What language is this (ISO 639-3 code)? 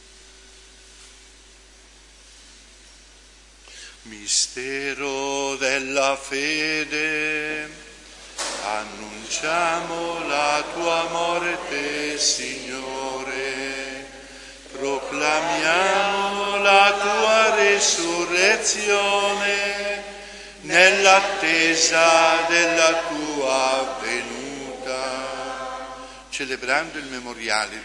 ita